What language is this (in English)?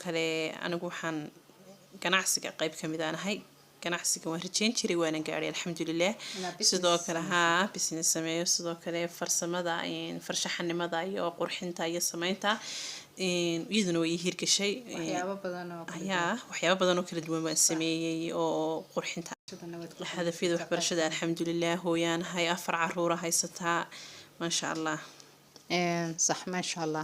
Somali